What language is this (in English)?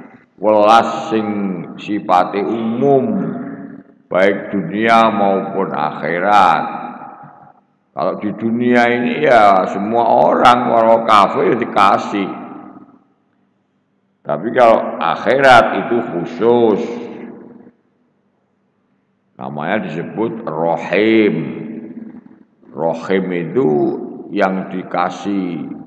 Javanese